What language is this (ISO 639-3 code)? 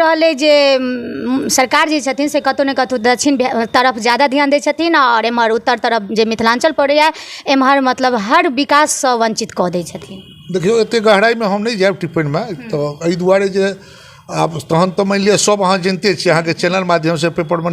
mai